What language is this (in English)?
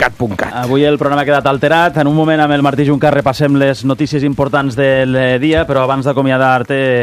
Catalan